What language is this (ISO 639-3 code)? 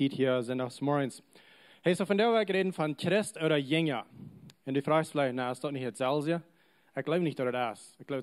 pdt